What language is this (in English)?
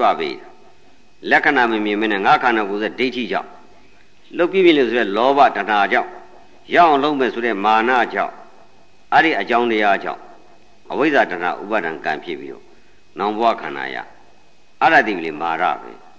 Burmese